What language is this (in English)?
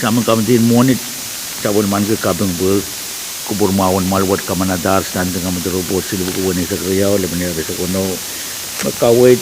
Pohnpeian